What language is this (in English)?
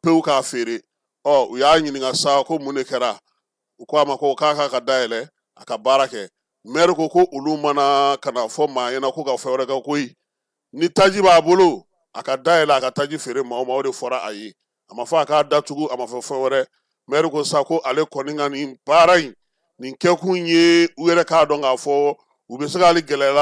Bambara